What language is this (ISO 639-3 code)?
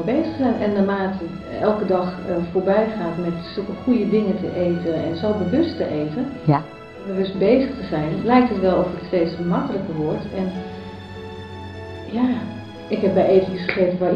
nld